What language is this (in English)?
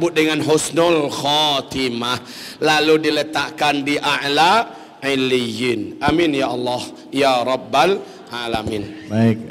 Indonesian